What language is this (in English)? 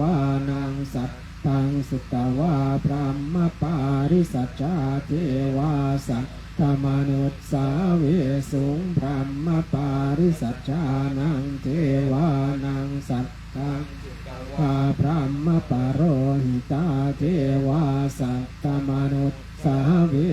Pali